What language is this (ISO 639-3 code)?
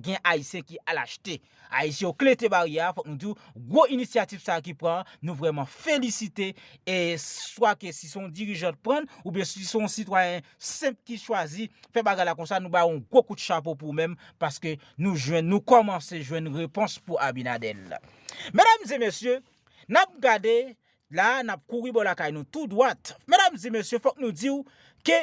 hat